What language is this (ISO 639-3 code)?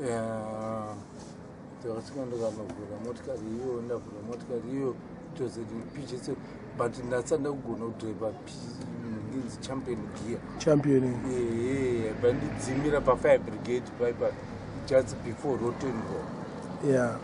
sna